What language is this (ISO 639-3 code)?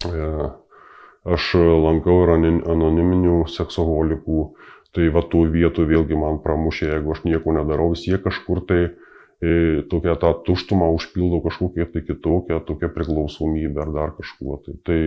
lit